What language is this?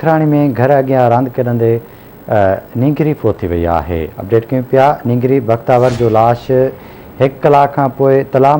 Sindhi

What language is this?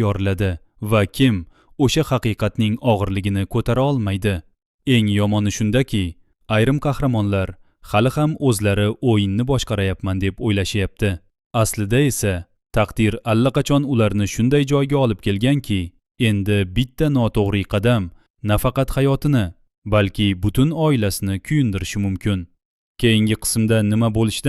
Uzbek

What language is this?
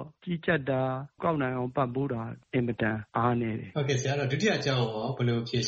Burmese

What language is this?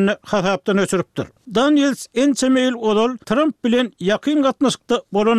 Turkmen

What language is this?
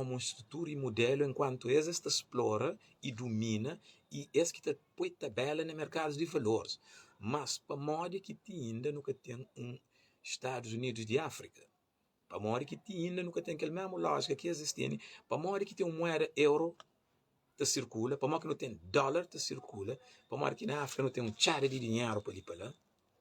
Kabuverdianu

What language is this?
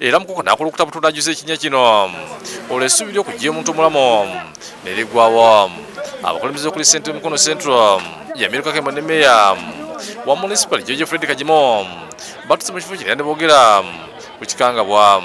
Ganda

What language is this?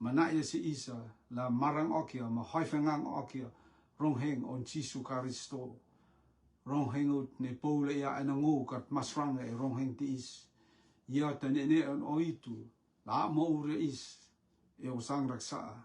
Rotuman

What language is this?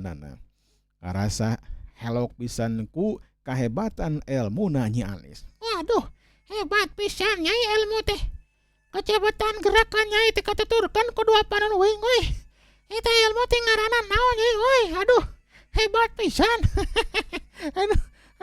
Sundanese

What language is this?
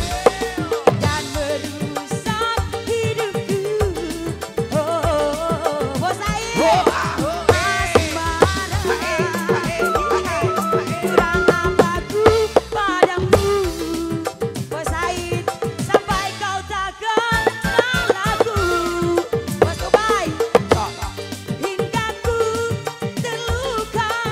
Indonesian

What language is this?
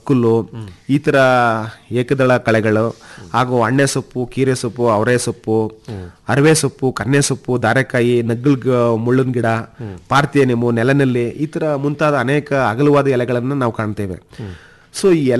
Kannada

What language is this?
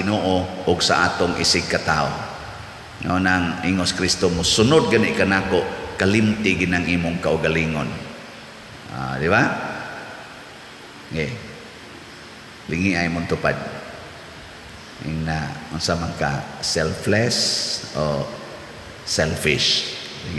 Cebuano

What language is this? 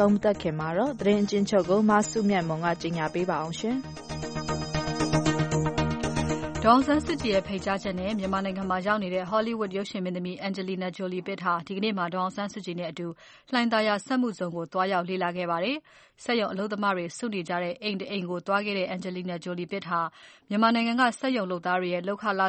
Burmese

